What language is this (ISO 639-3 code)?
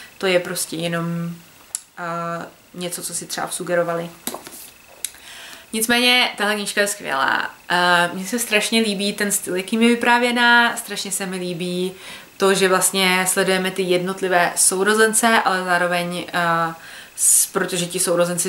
ces